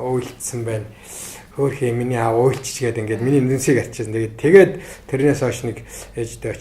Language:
Mongolian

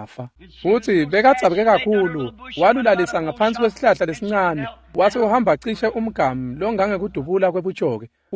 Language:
Swati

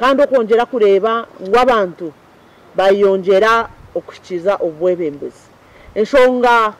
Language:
Nyankole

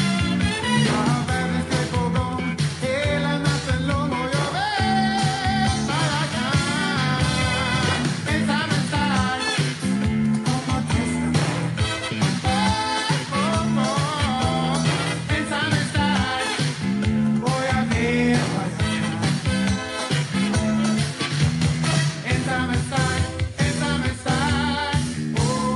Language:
Swedish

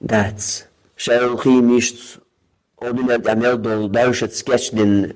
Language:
Chechen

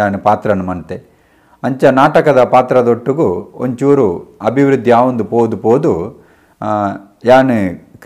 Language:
Tulu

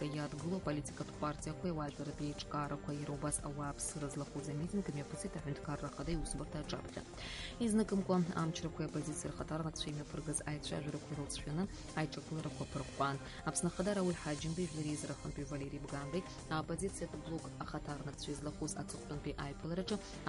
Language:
Abkhazian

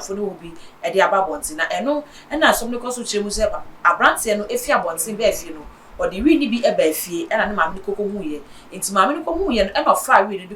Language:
Akan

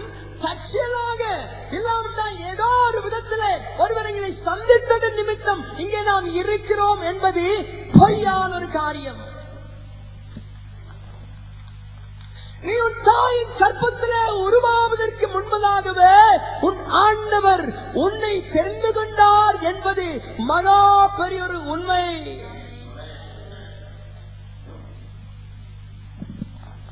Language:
Tamil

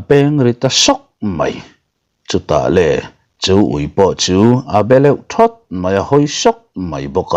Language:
Mizo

